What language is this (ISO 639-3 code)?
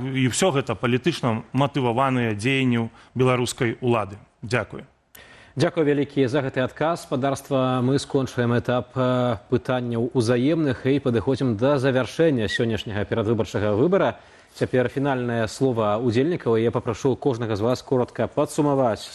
bel